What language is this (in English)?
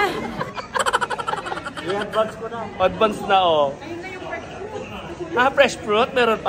Filipino